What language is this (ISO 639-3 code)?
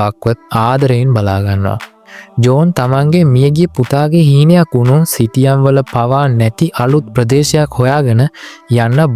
sin